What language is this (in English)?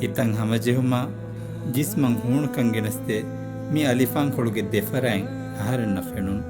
Divehi